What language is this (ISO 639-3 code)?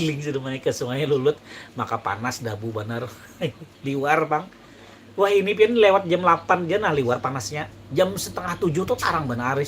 bjn